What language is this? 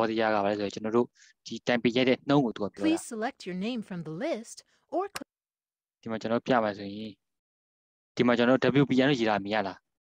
Burmese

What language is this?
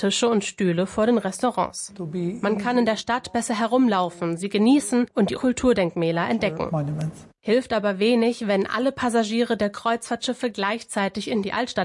German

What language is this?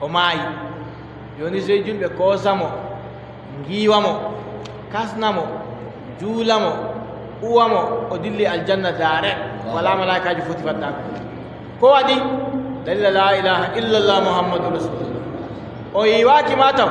Adamawa Fulfulde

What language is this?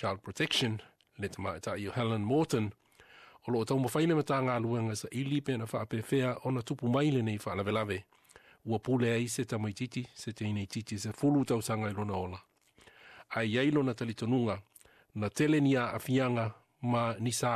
Samoan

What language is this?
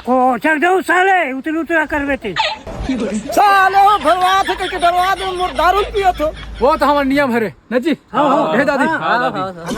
Chhattisgarhi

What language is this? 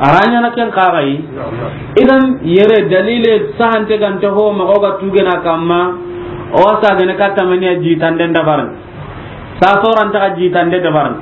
Soninke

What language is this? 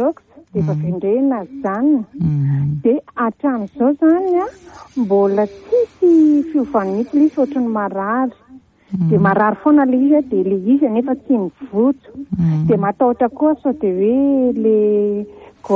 Malagasy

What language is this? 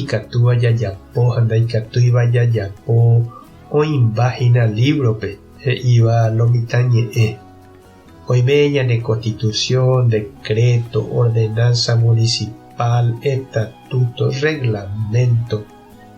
Guarani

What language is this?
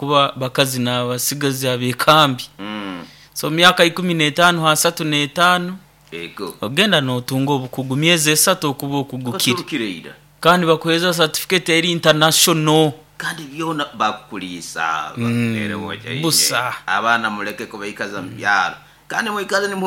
Nyoro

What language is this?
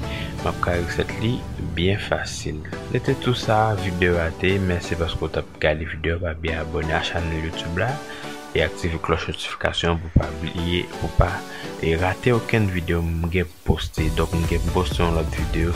Haitian Creole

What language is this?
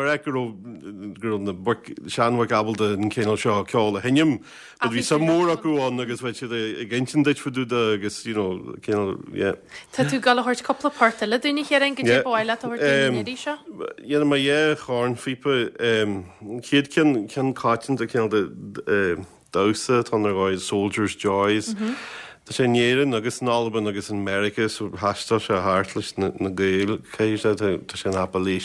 Irish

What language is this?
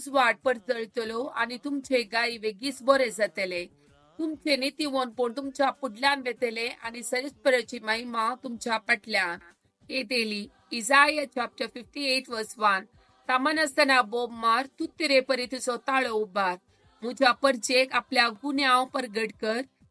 Konkani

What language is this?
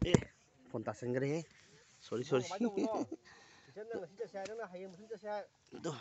Manipuri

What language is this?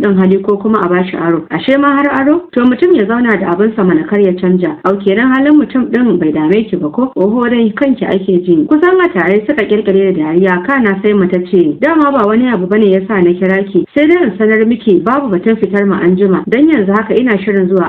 Hausa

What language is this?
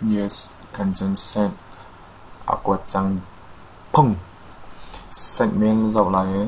Hakha Chin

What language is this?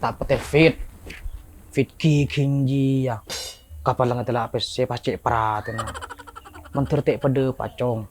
Madurese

